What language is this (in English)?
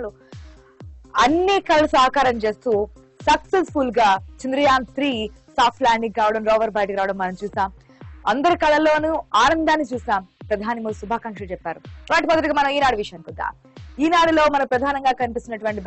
Telugu